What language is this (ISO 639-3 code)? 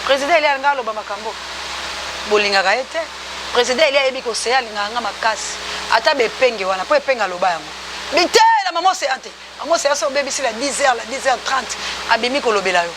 lin